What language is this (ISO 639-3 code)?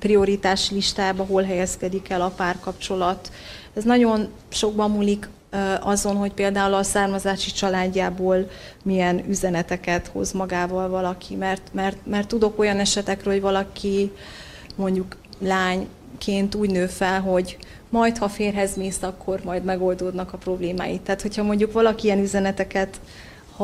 hun